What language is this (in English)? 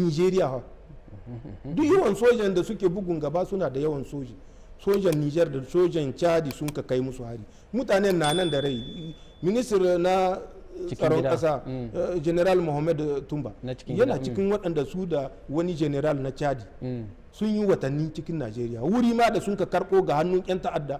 Hausa